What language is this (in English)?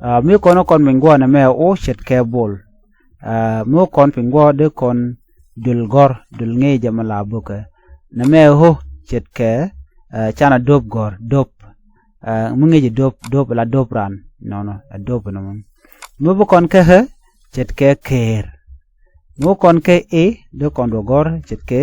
Nuer